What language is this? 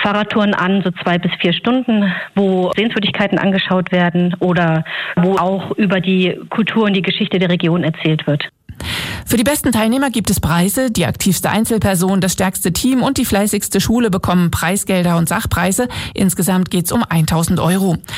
German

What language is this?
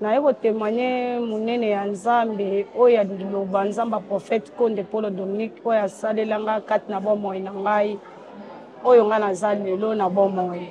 Lingala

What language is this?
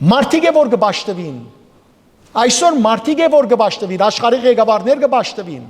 Western Armenian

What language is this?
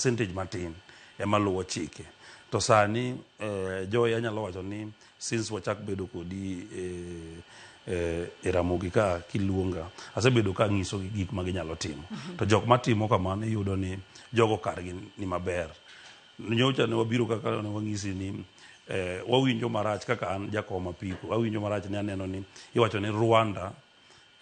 Luo (Kenya and Tanzania)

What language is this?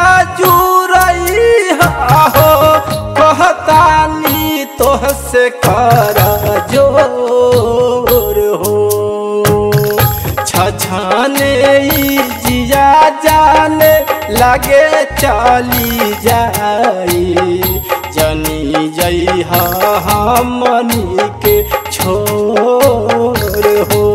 Bhojpuri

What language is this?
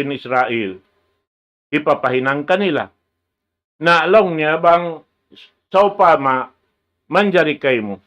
Tausug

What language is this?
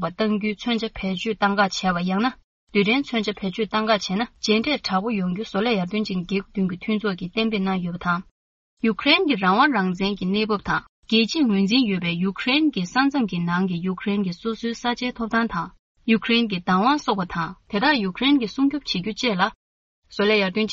Tibetan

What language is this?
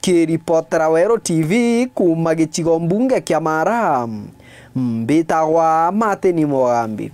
Meru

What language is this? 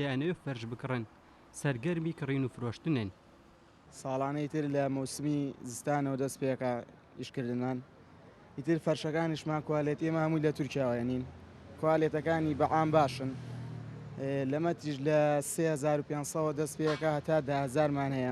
Central Kurdish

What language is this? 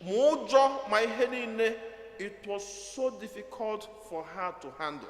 Igbo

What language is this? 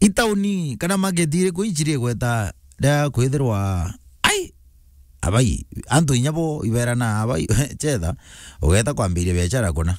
Meru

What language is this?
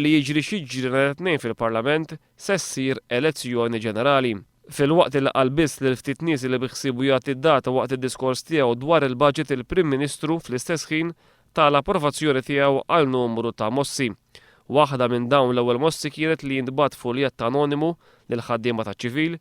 Maltese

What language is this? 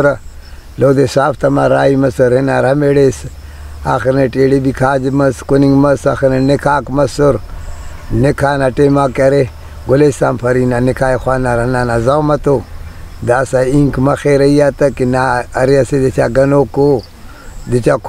Brahui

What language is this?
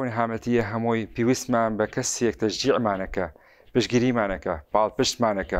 Central Kurdish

